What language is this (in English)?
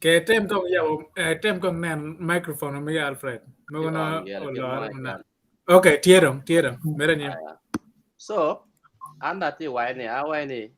Acoli